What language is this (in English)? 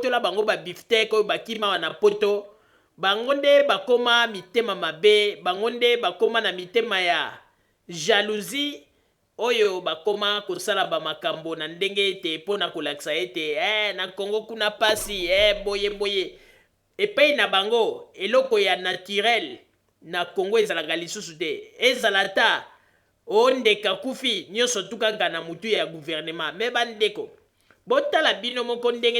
Lingala